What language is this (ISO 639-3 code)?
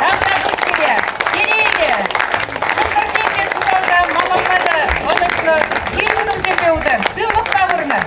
chv